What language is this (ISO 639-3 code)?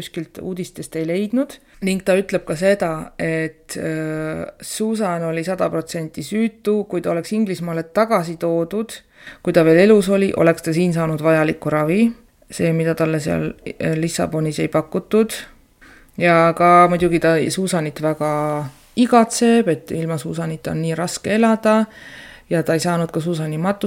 est